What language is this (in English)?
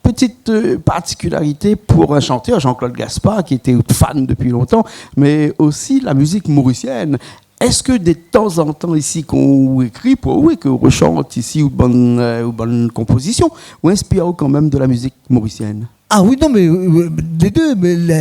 Réunion Creole French